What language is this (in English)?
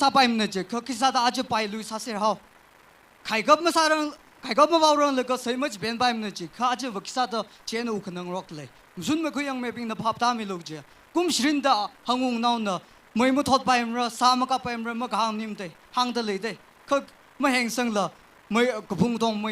Tangkhul Naga (India)